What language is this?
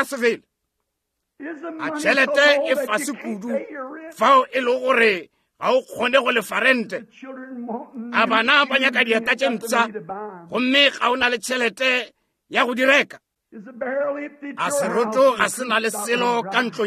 Northern Sotho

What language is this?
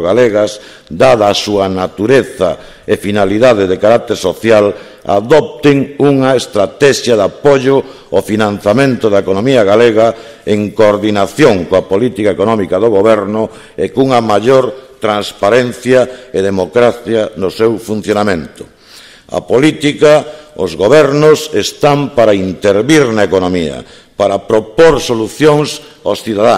Galician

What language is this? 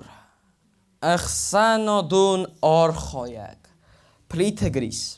Ossetic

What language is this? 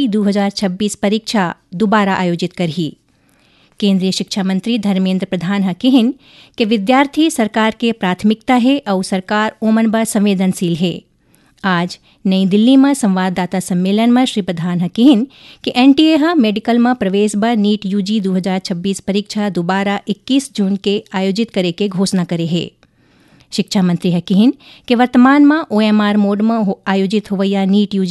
Chhattisgarhi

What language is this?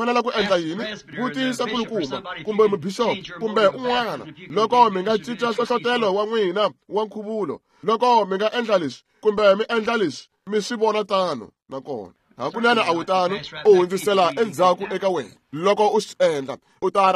Tsonga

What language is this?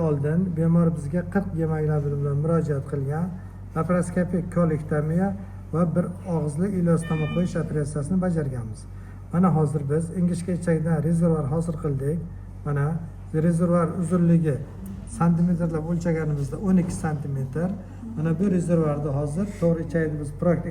Uzbek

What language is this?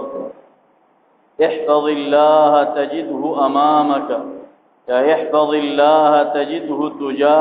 Urdu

